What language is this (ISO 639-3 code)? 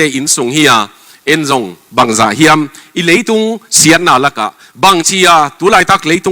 ctd